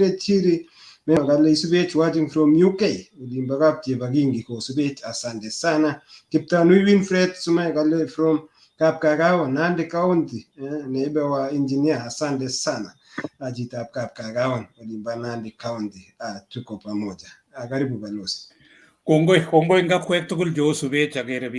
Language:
Kalenjin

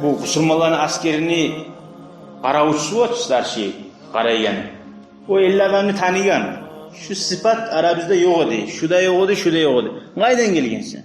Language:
Kumyk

